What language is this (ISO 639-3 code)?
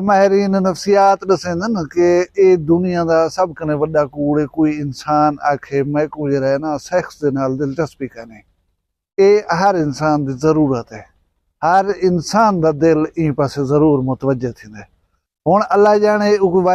skr